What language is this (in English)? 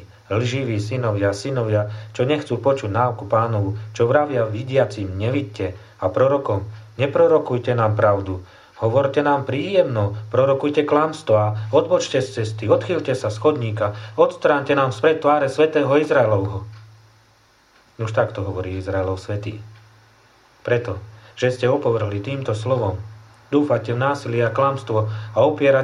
Slovak